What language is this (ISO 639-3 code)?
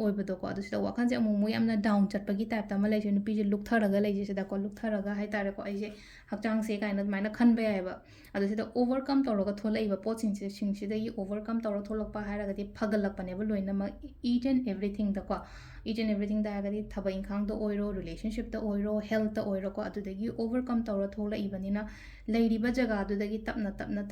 mni